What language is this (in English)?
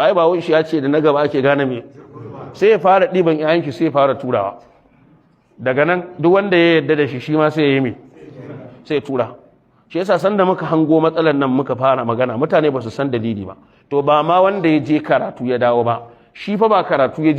Hausa